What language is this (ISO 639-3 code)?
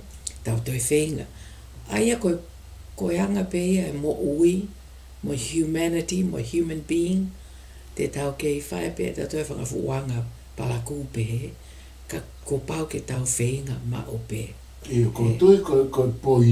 ton